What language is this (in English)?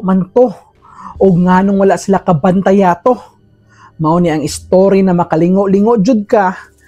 Cebuano